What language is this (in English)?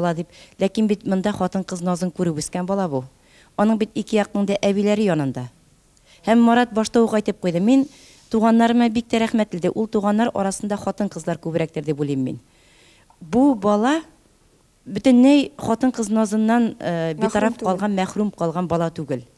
Tatar